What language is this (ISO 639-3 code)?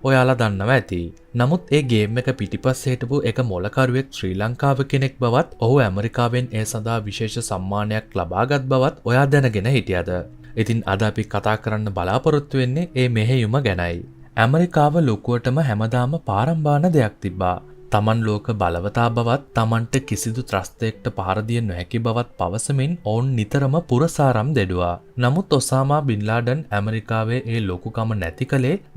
sin